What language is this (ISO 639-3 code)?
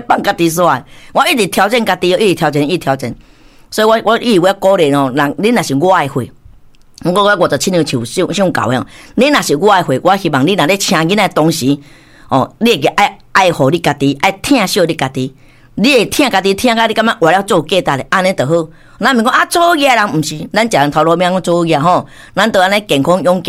nan